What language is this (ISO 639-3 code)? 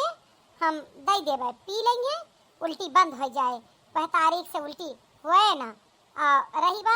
awa